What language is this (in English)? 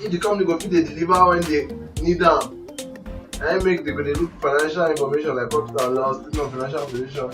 Nigerian Pidgin